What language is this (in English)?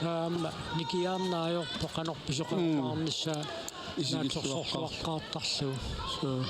Kalaallisut